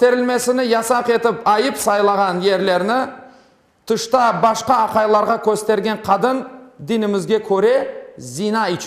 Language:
Crimean Tatar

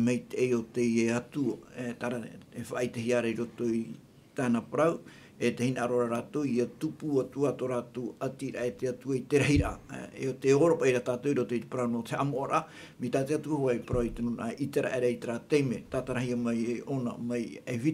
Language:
Tahitian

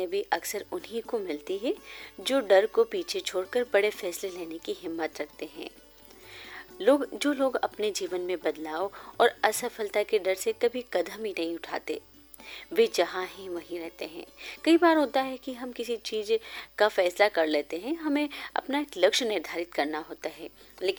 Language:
Hindi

